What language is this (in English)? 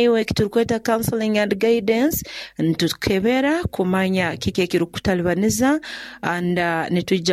Nyoro